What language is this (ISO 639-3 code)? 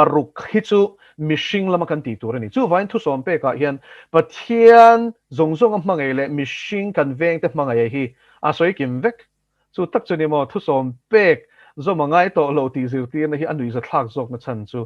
lus